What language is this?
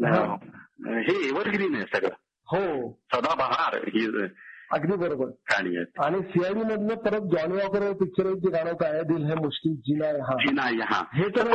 Marathi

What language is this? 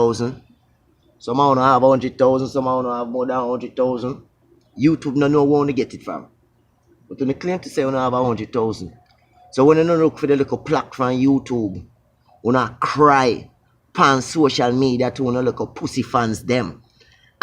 Jamaican Creole English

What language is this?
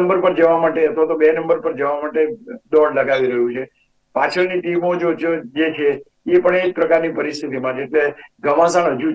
Gujarati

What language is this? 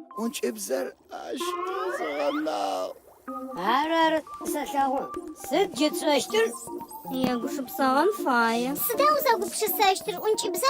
Adyghe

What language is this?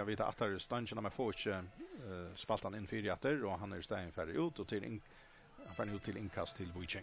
Faroese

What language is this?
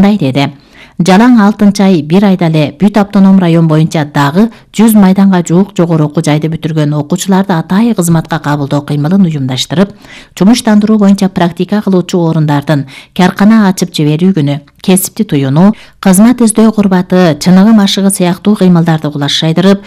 Kyrgyz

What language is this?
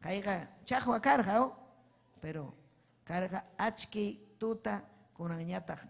Ayacucho Quechua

